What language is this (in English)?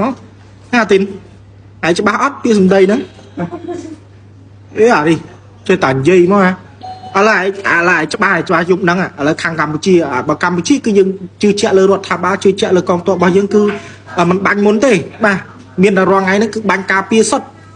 Khmer